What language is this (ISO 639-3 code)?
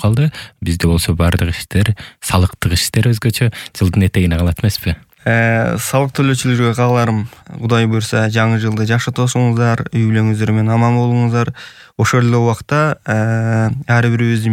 kir